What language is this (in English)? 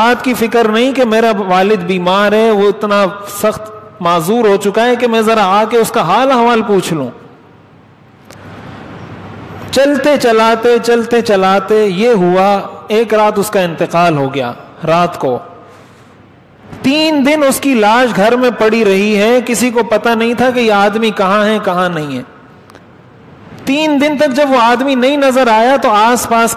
Urdu